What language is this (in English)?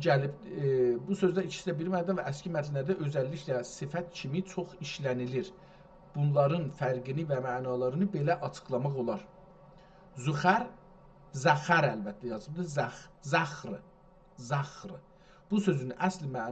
South Azerbaijani